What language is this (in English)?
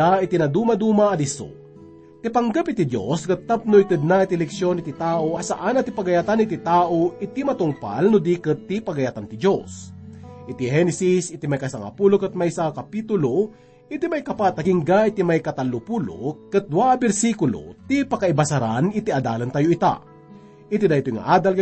Iloko